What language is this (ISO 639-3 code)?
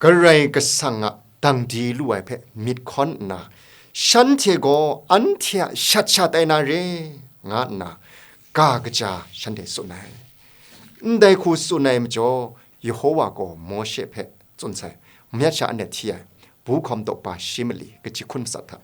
kac